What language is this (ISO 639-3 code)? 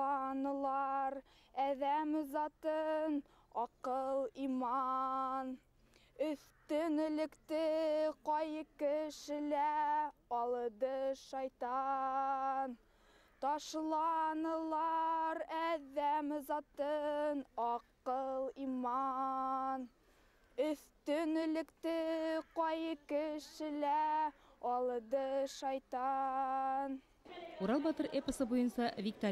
bak